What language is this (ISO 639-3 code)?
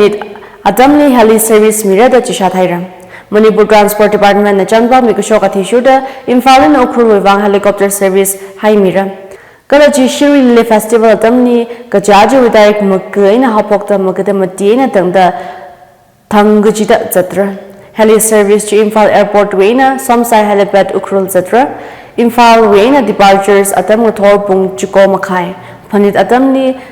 nmf